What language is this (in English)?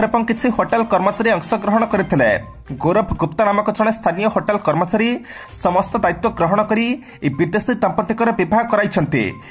Odia